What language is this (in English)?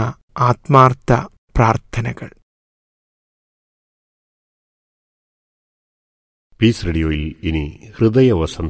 Malayalam